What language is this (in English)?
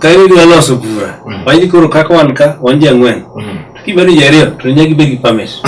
Luo (Kenya and Tanzania)